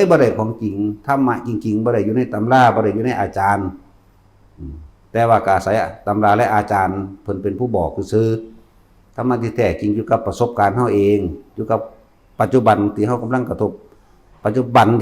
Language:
Northeastern Thai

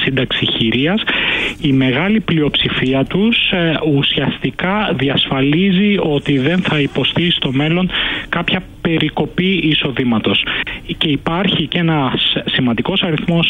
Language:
Greek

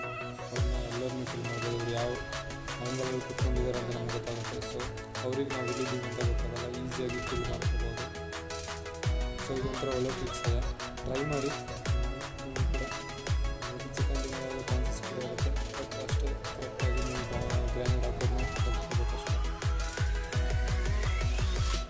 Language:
Kannada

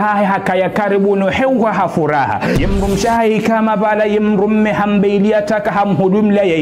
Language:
Ngazidja Comorian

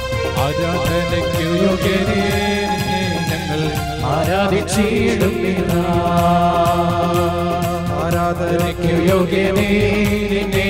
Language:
Malayalam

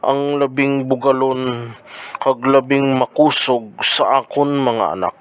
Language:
Hiligaynon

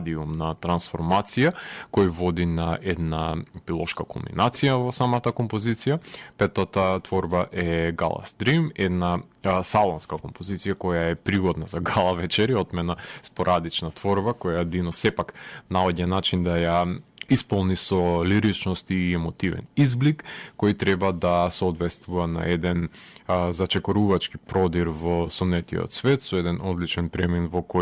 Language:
Macedonian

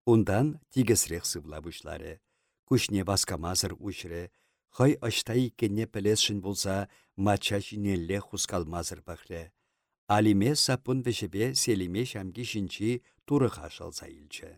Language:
Chuvash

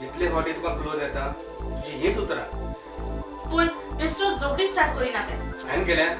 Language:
Konkani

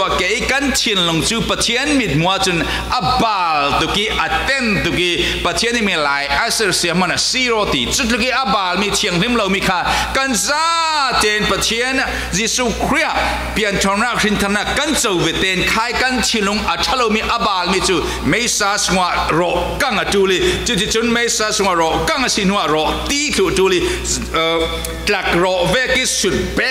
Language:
Falam Chin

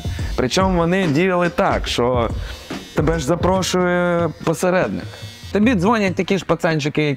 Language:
Ukrainian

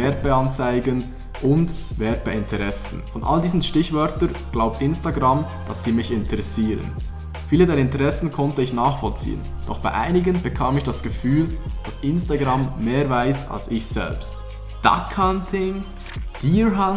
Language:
Swiss German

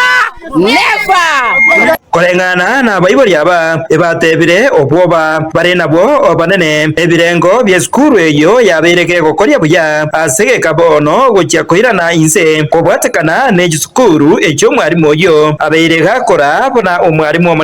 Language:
Gusii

